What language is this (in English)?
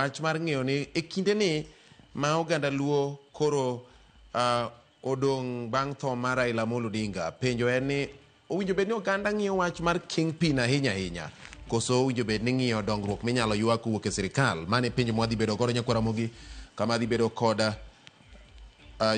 Luo (Kenya and Tanzania)